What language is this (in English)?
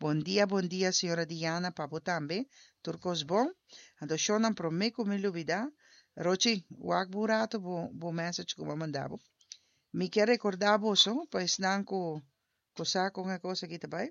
Papiamento